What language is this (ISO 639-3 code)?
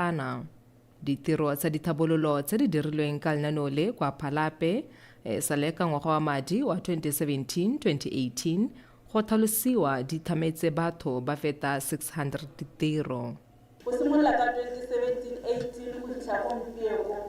tsn